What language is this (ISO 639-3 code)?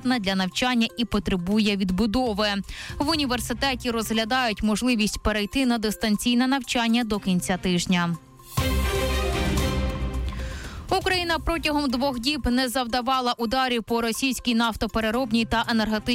ukr